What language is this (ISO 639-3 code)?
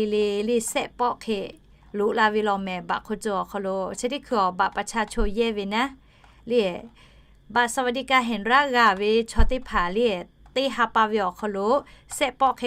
lhu